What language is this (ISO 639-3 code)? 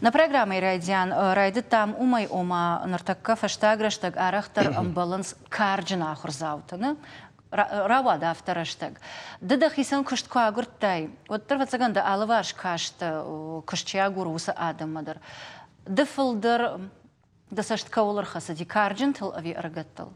oss